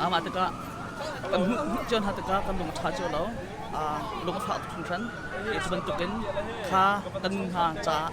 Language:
Hakha Chin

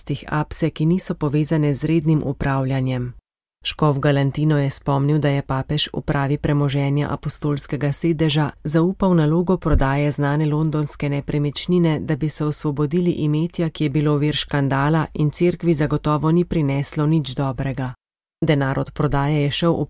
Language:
Slovenian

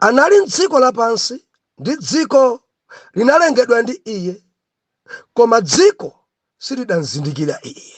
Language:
Nyanja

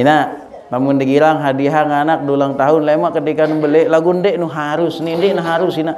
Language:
Sasak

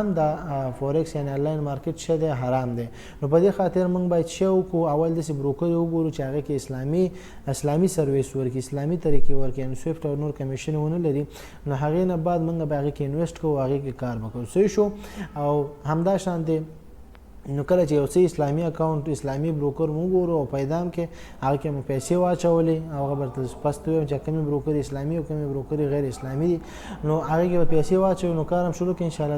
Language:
Pashto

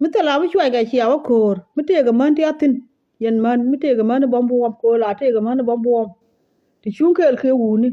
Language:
Nuer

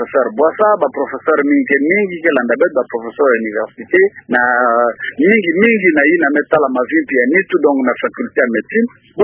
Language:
Kituba (Democratic Republic of Congo)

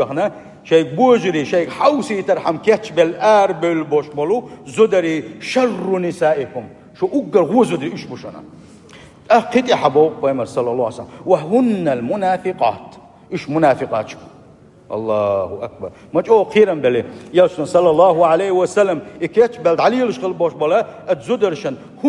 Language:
Chechen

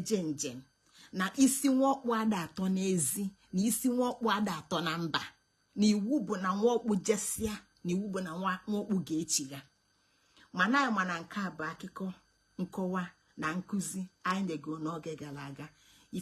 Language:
Igbo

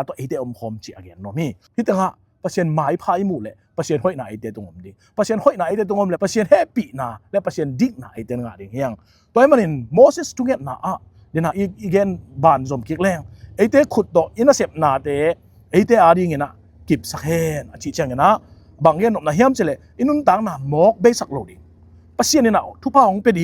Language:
Tedim Chin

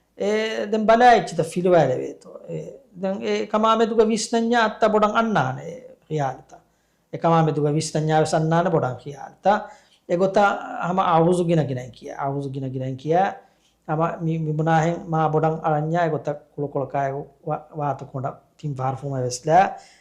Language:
Divehi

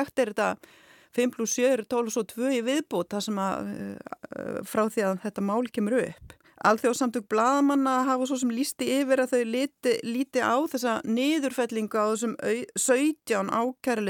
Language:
Icelandic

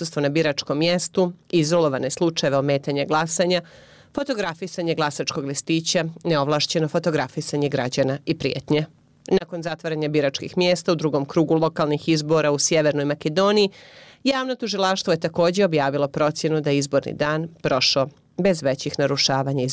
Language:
Bosnian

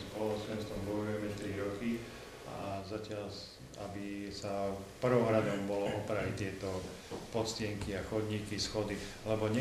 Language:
Slovak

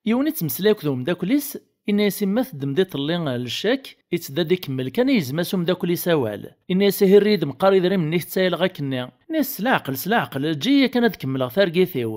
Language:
Kabyle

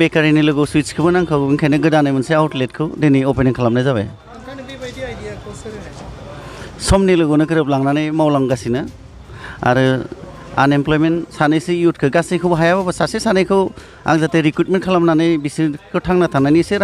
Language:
Bodo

